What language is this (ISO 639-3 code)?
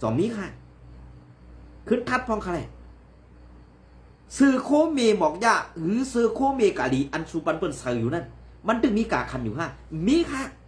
shn